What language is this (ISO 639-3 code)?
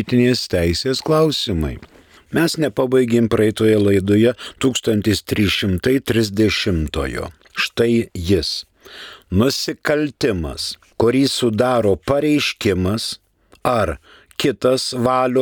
lit